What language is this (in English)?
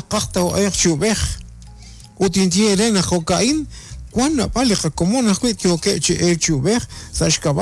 Kekchí